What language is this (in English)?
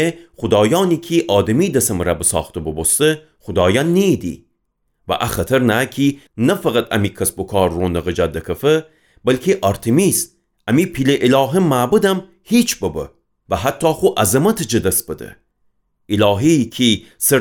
Gilaki